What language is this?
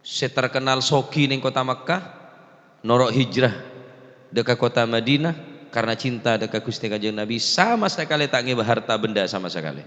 Madurese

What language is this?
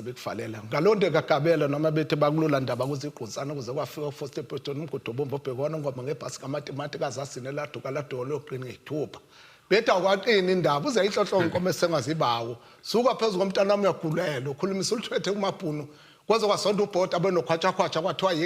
Zulu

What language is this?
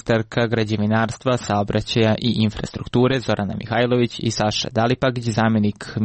Serbian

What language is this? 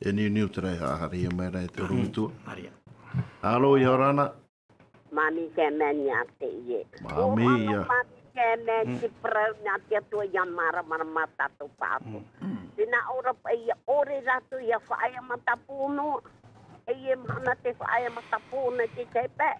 Tahitian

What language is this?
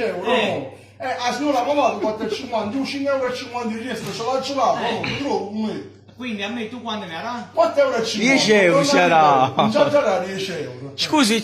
Neapolitan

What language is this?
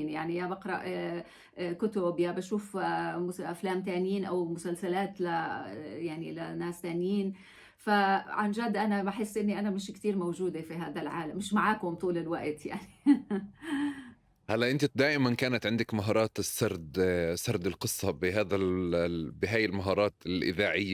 North Levantine Arabic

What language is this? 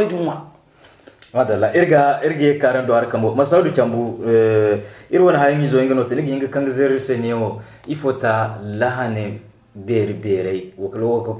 Zarma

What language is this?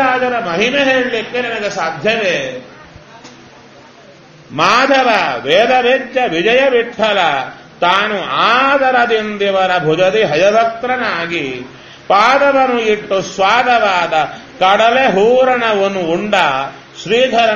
Kannada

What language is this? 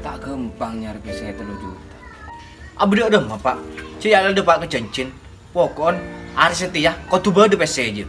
Madurese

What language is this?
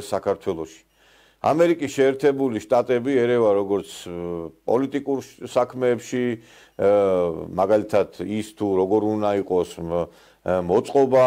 Georgian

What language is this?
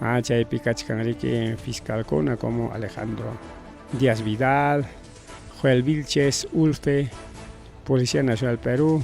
Ayacucho Quechua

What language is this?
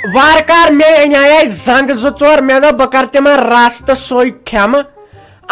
Kashmiri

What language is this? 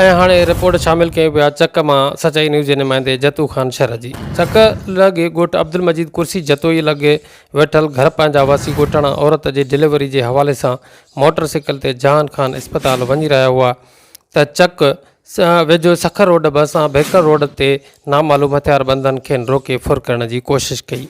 Sindhi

